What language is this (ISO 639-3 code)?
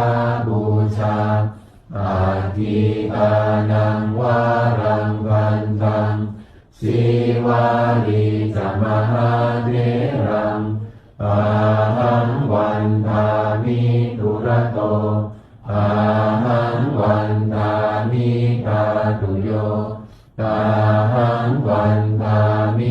pli